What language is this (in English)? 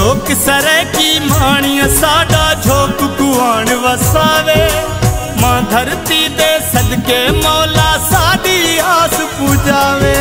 Saraiki